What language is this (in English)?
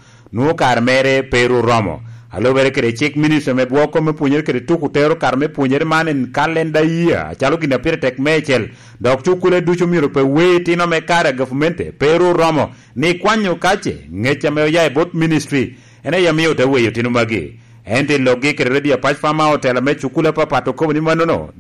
Lango (Uganda)